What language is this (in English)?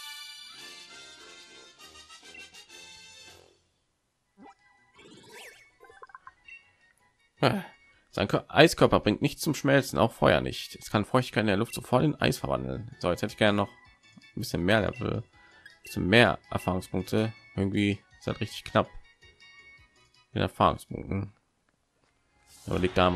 German